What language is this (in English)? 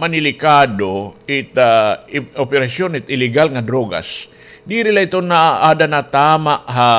Waray